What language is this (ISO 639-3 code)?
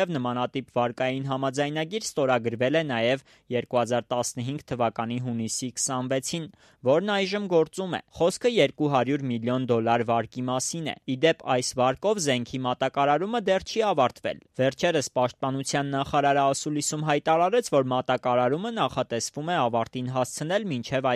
hye